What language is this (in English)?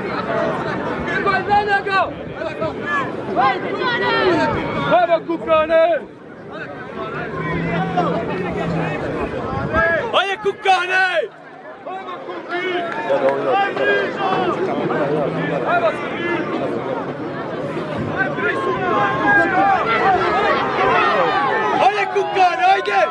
Croatian